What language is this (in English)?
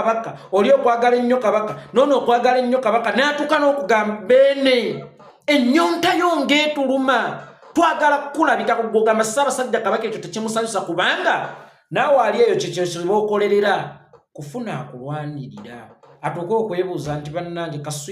Ganda